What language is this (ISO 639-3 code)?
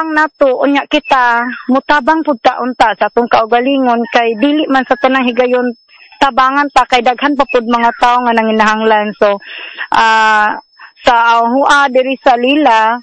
ceb